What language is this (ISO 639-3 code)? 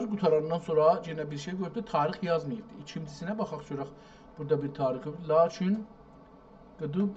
azb